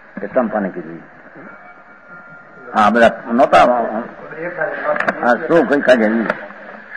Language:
Gujarati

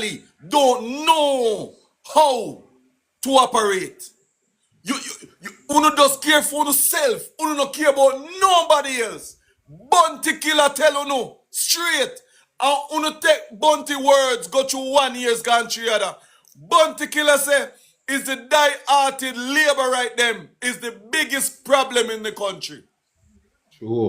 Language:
Jamaican Creole English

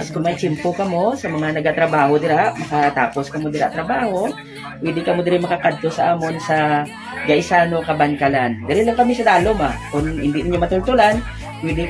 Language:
Hiligaynon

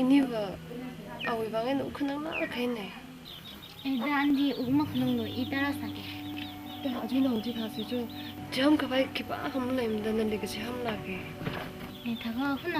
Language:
Tangkhul Naga (India)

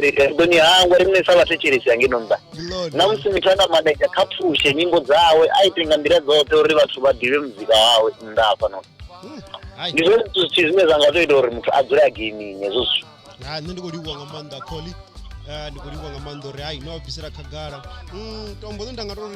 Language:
Venda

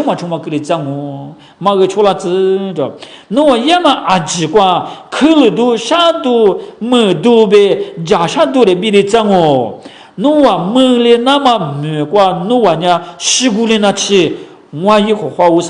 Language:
Lisu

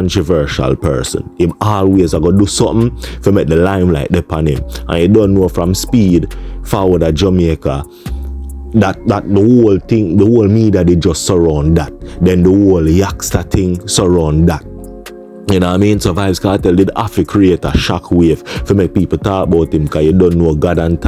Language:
Jamaican Creole English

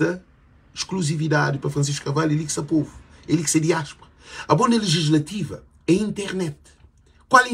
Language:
Kabuverdianu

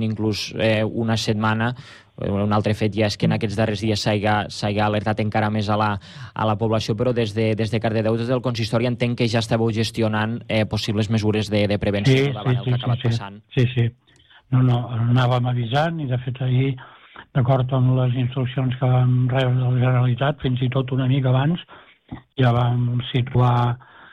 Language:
Catalan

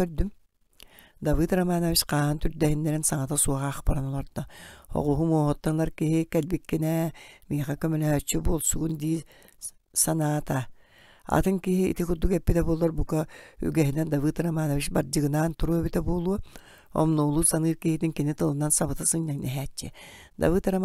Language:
Yakut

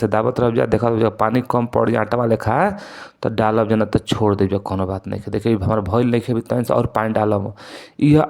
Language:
Bhojpuri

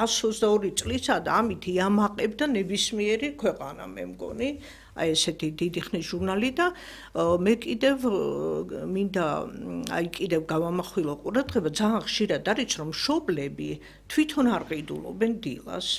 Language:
Georgian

